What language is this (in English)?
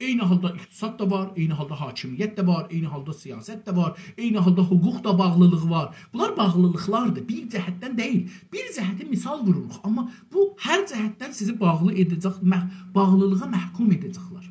South Azerbaijani